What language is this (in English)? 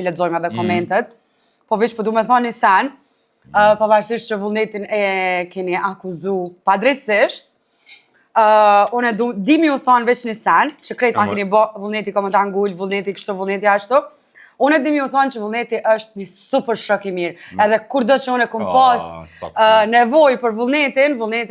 Albanian